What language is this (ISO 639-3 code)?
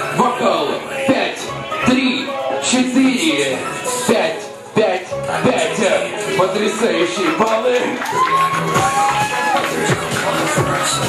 rus